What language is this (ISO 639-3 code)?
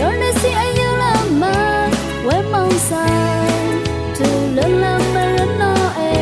raw